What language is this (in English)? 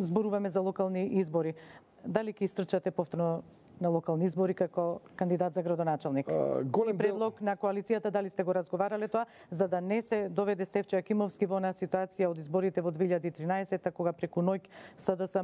Macedonian